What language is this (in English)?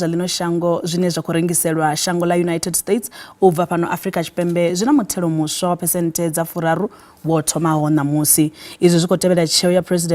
Venda